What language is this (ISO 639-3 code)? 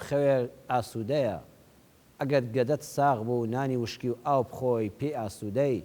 ckb